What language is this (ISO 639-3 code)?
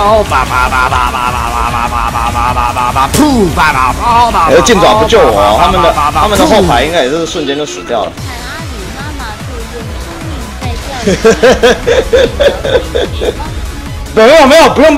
zho